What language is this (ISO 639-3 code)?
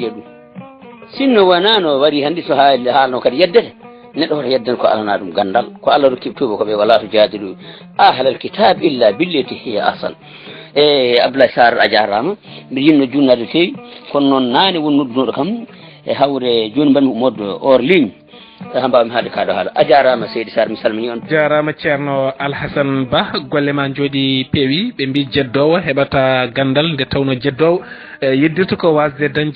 ful